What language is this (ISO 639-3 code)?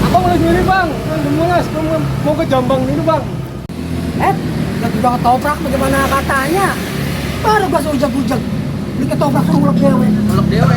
bew